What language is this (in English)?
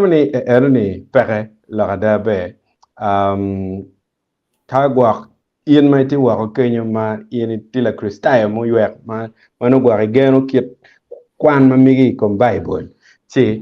Acoli